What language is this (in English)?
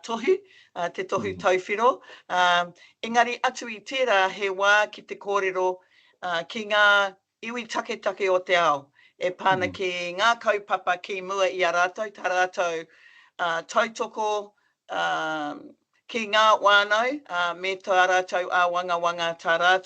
Māori